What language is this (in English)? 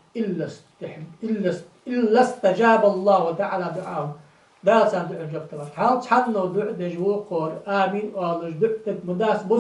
Ingush